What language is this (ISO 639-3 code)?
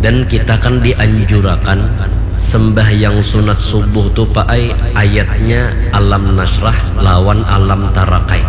bjn